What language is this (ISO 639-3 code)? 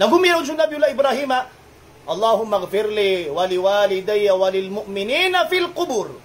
mrw